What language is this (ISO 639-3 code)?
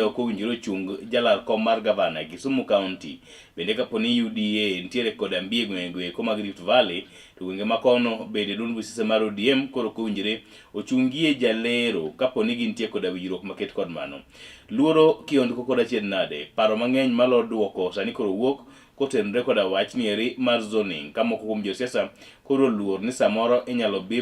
luo